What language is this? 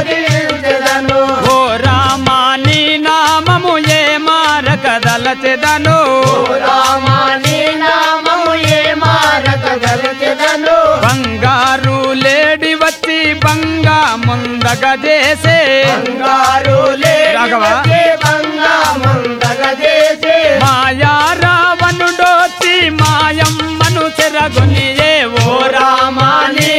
Telugu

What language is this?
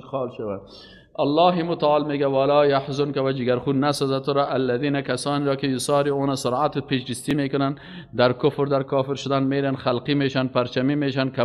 Persian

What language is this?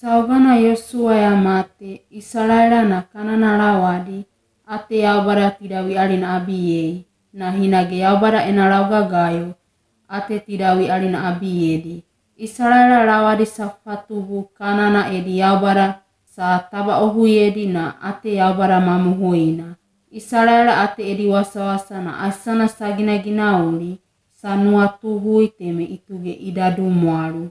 Wagawaga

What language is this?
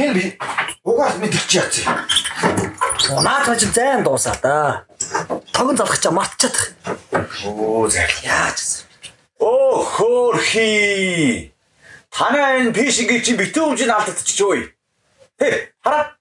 Mongolian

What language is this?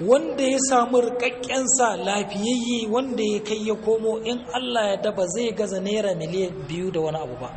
Hausa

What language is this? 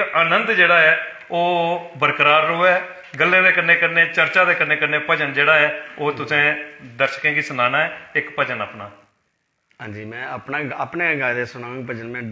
Dogri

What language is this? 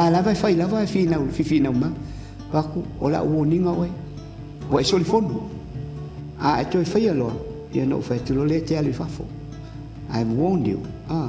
Samoan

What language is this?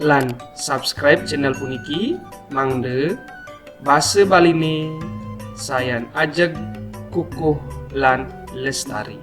Balinese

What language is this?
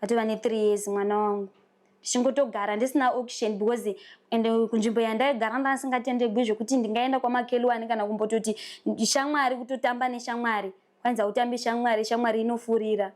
Shona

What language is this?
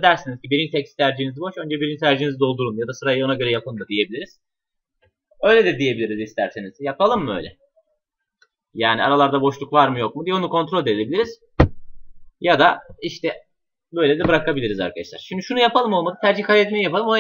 Turkish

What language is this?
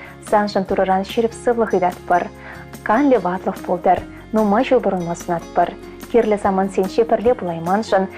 Chuvash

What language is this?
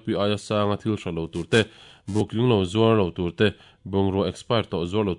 Mizo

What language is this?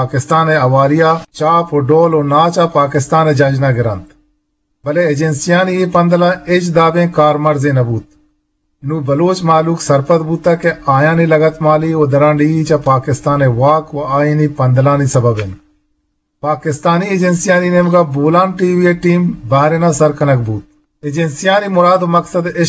Eastern Balochi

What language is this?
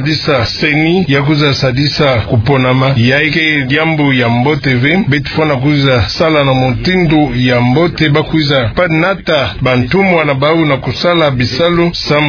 Kituba (Democratic Republic of Congo)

